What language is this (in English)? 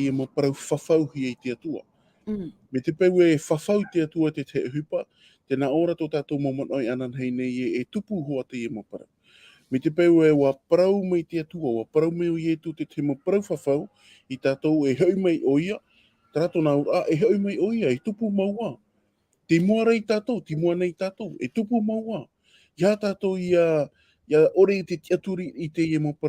Tahitian